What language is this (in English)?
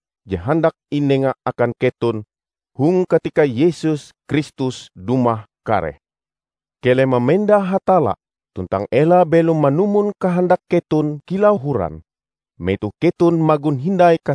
Ngaju